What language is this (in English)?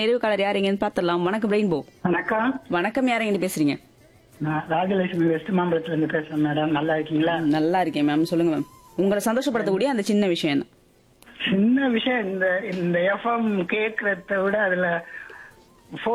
Tamil